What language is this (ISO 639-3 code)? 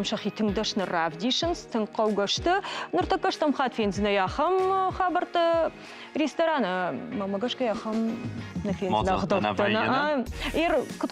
oss